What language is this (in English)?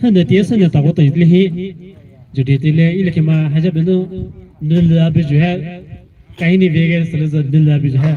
Poumei Naga